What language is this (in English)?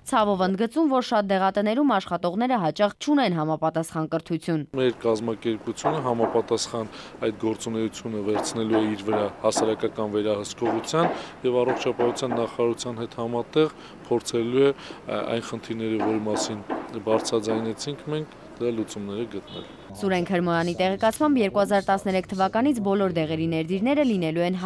Armenian